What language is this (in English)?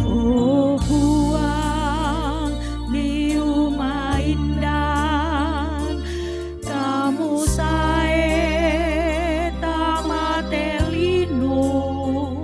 Toraja-Sa'dan